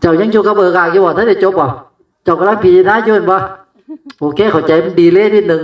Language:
Northeastern Thai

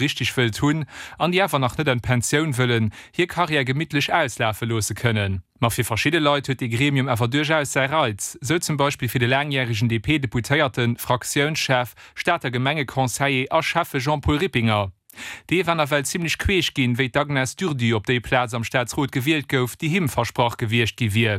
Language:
Luxembourgish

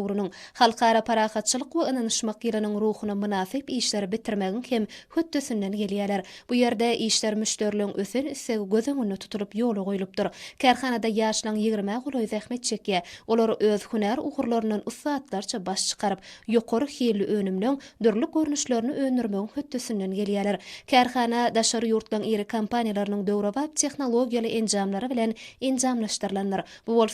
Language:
Turkmen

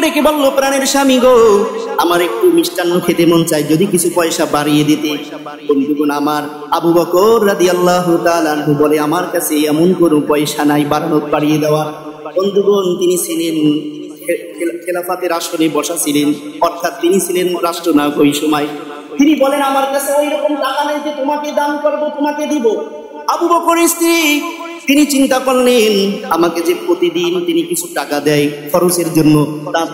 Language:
Bangla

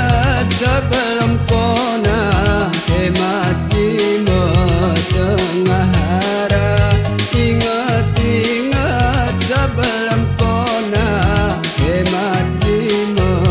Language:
Malay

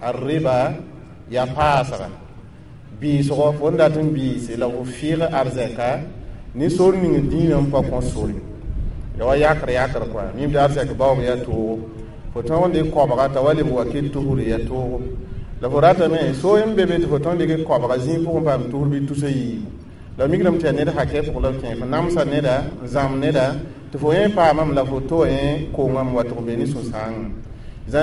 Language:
Mossi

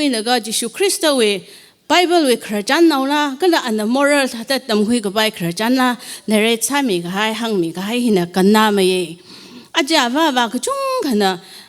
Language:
Tangkhul Naga (India)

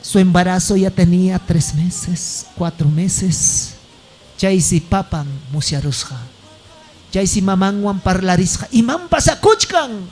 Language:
Ayacucho Quechua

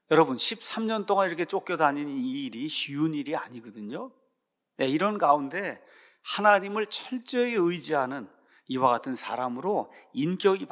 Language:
Korean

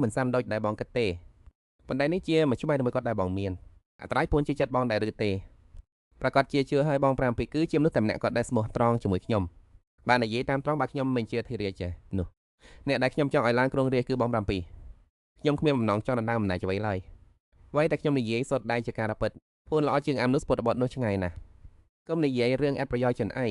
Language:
Khmer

